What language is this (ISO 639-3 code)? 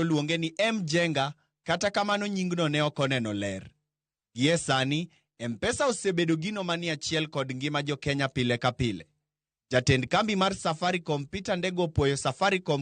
luo